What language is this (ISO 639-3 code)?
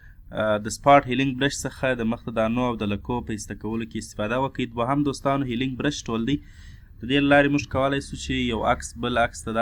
pus